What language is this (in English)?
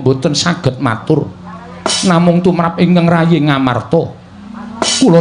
Javanese